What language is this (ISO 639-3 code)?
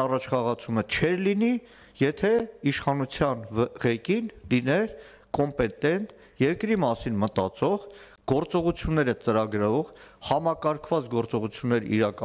hye